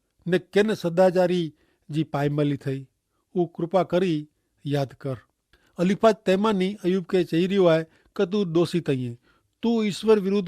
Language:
Kachhi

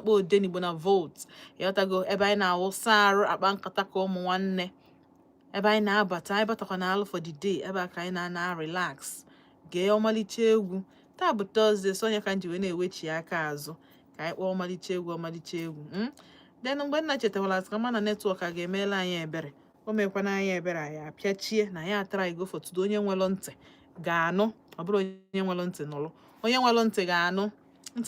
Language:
Igbo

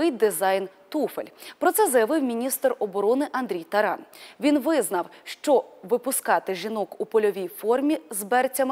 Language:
Ukrainian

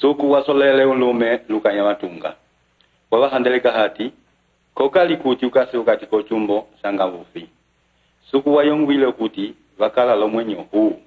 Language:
Umbundu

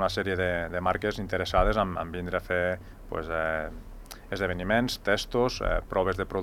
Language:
Catalan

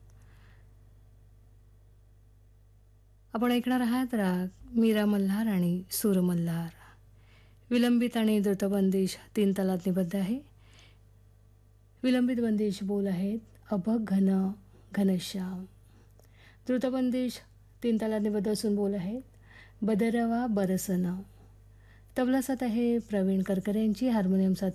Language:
Marathi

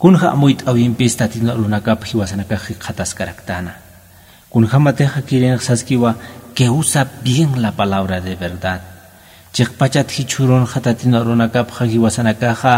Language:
Aymara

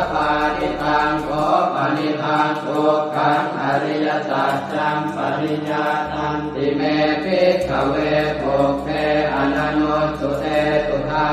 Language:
Pali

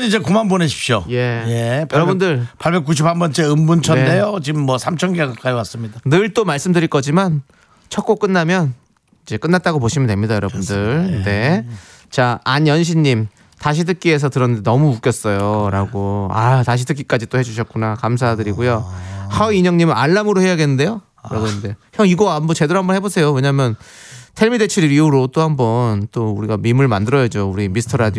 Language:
Korean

